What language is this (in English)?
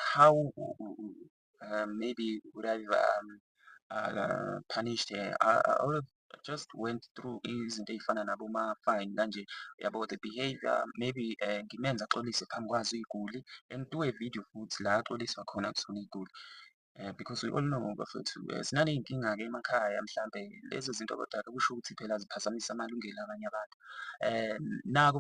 Zulu